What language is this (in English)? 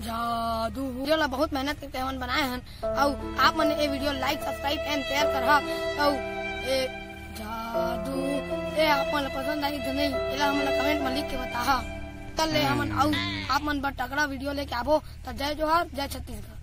Chhattisgarhi